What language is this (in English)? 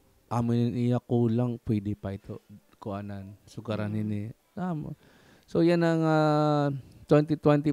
Waray